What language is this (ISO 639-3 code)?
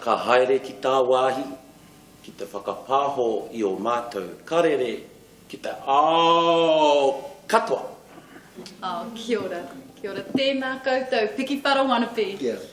mri